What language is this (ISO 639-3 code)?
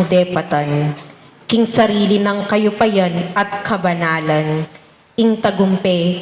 pam